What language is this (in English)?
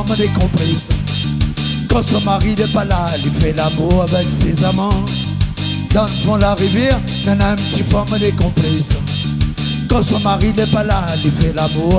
Réunion Creole French